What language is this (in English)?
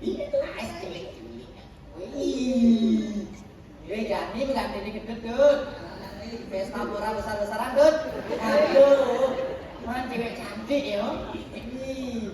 Balinese